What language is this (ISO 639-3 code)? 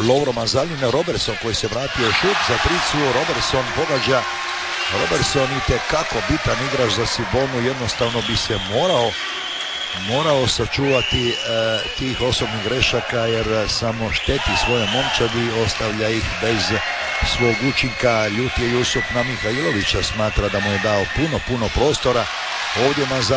hrv